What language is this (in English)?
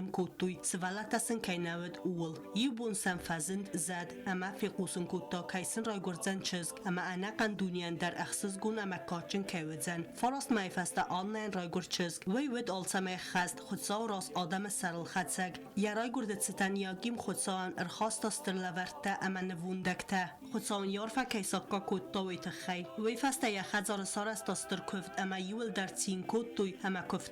Ossetic